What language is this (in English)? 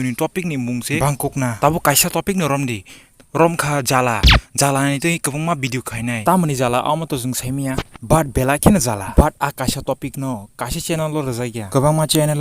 Kok Borok